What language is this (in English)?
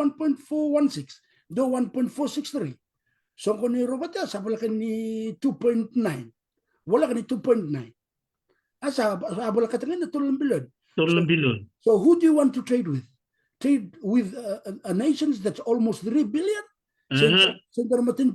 Fijian